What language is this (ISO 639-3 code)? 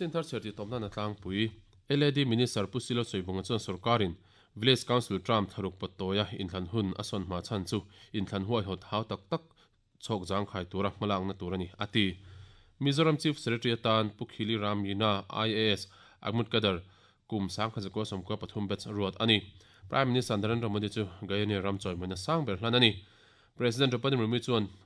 lus